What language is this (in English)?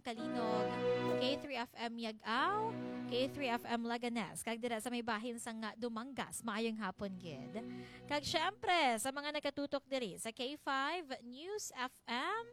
Hiligaynon